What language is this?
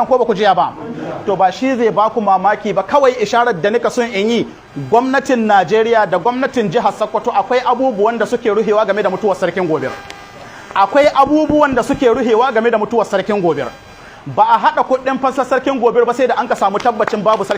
Hausa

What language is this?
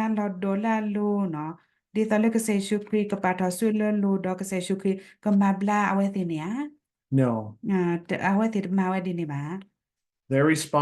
S'gaw Karen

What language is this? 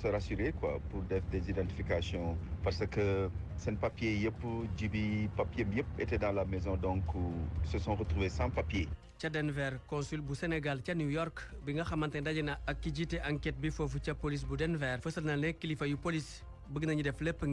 Wolof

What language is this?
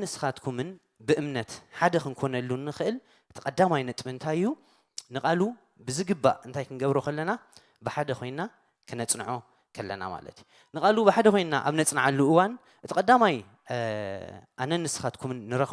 Tigrinya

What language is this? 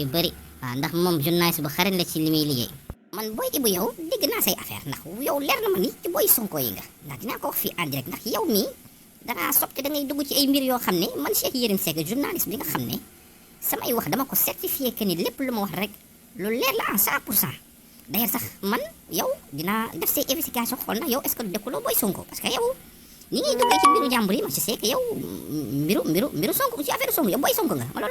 Wolof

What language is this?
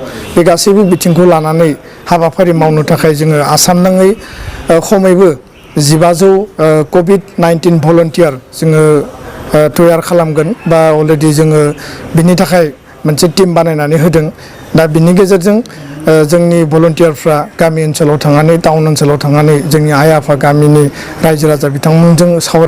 Bodo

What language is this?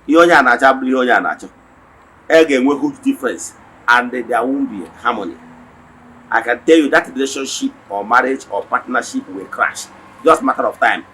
Igbo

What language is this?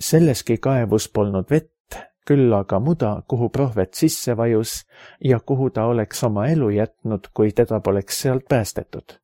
Estonian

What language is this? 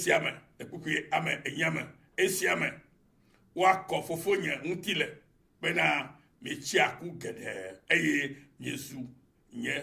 Ewe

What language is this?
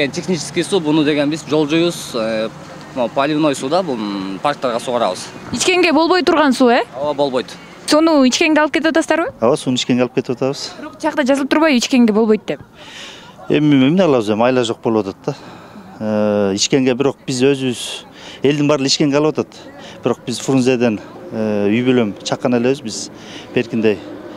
Kyrgyz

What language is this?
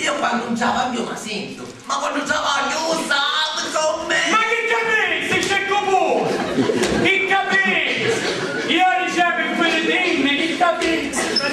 Sicilian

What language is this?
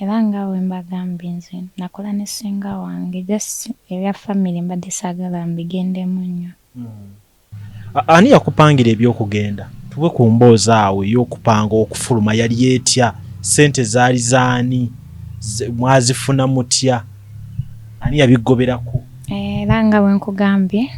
Ganda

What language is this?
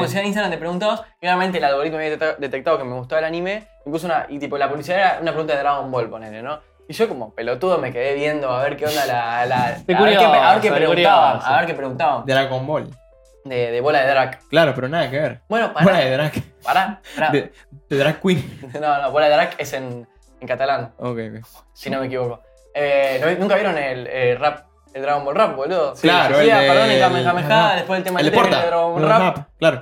Spanish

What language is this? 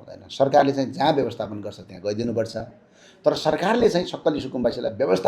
Nepali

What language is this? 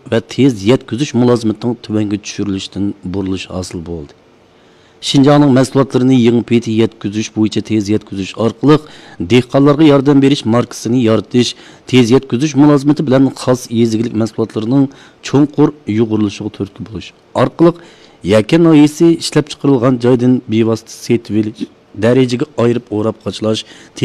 Uyghur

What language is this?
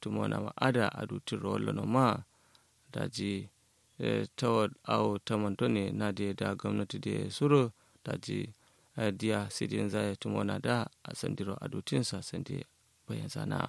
Kanuri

